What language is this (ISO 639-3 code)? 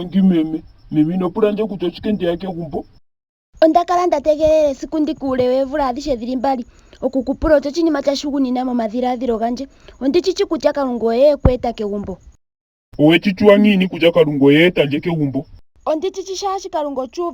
ndo